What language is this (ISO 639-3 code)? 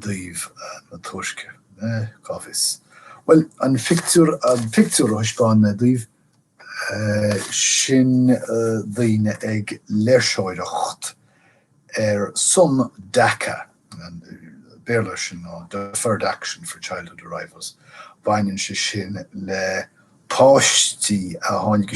gle